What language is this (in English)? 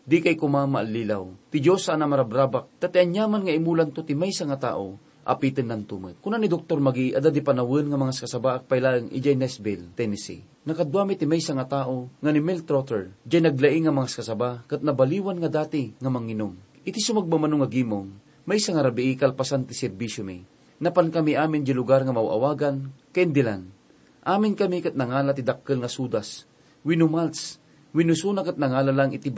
Iloko